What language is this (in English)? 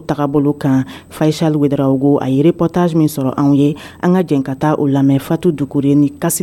Dyula